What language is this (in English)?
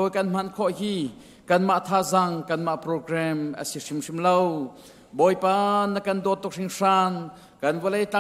Hakha Chin